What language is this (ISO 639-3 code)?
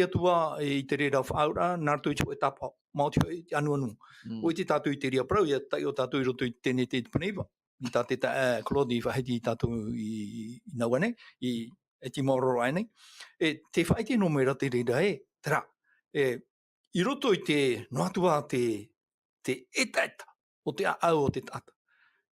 tah